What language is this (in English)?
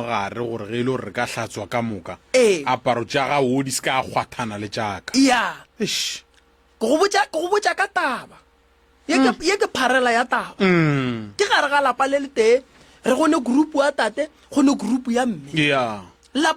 Northern Sotho